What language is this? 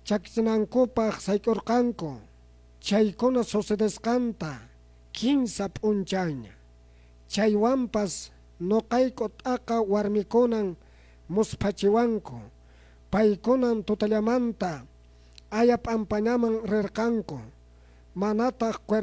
Quechua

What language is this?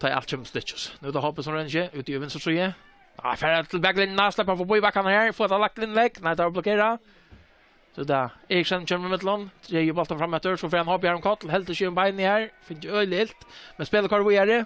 Faroese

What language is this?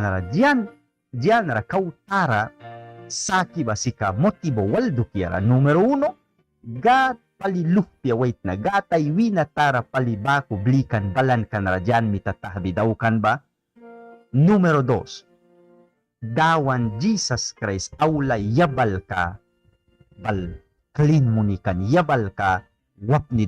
Mískito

